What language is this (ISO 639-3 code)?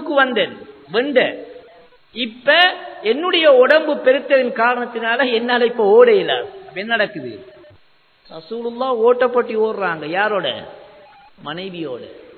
tam